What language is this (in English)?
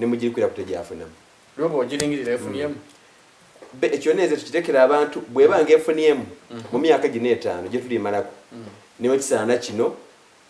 Soga